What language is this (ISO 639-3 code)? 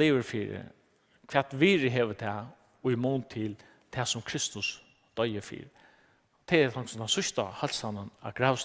fao